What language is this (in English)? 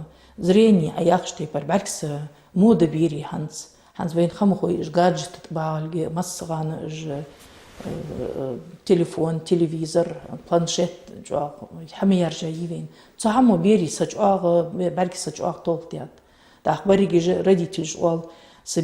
Ingush